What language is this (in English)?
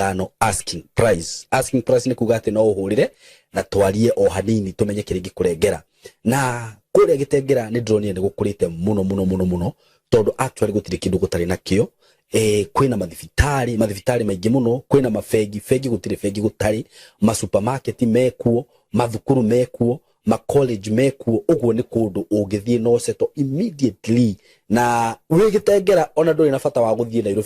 Kikuyu